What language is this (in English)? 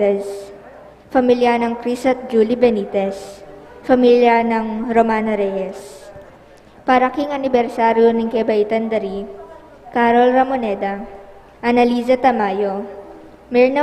Pampanga